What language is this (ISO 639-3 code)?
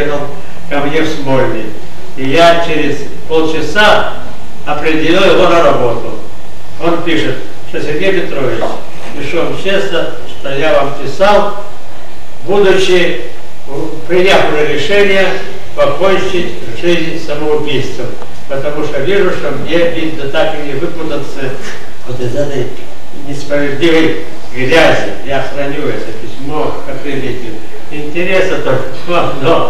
rus